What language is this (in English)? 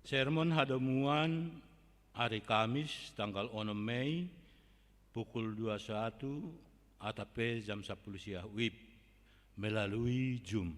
Batak Simalungun